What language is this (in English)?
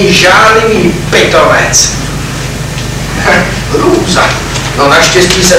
Czech